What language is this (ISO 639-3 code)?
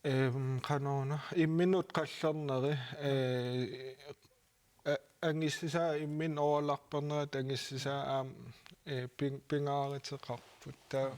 kal